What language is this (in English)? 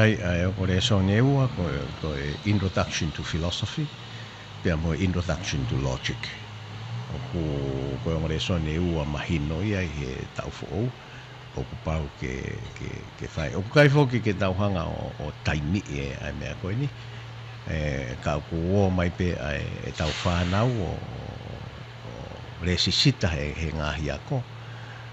Tongan